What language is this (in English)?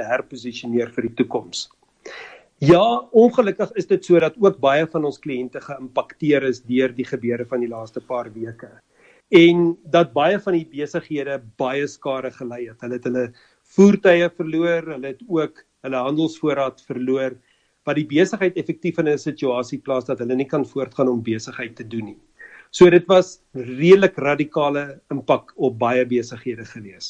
Afrikaans